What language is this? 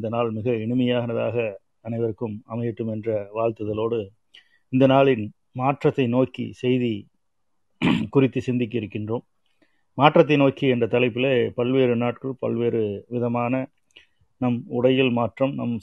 Tamil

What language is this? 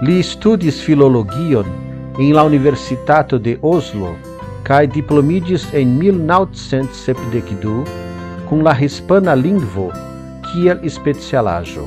Esperanto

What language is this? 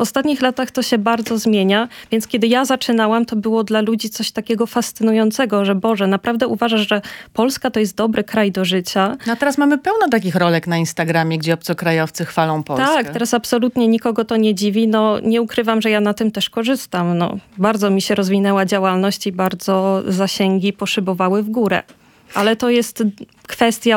Polish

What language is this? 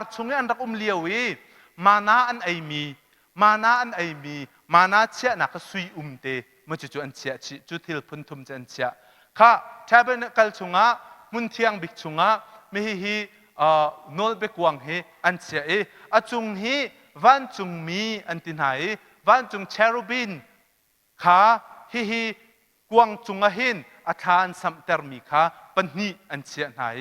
Hakha Chin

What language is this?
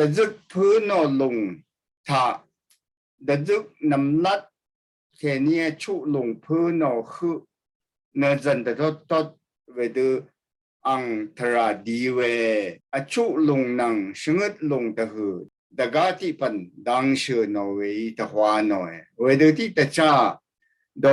Rawang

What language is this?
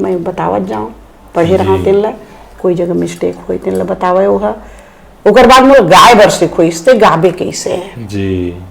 Chhattisgarhi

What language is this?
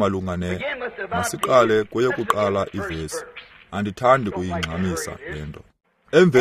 Xhosa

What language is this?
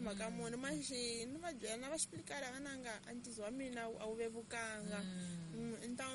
Tsonga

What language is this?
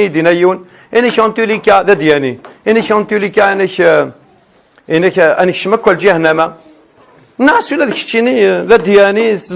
Kabyle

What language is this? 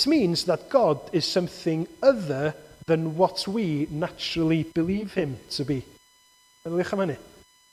Welsh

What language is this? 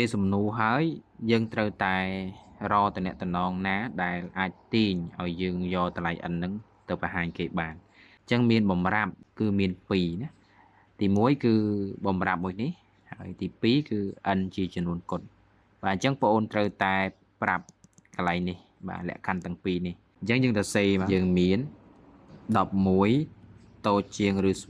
Khmer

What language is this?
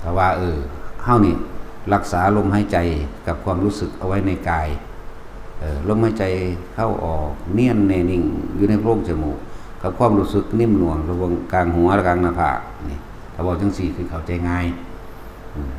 Northeastern Thai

